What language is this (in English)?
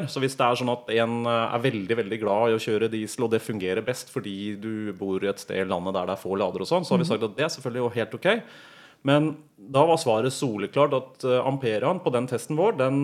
Norwegian